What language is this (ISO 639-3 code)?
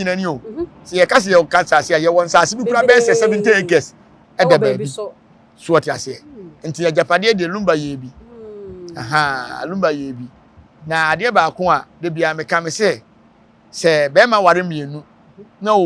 aka